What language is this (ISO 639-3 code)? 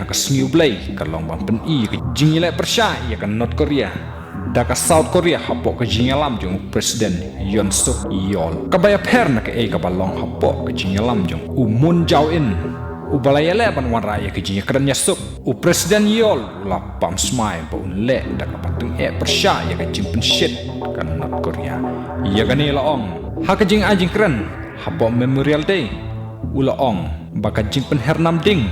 kha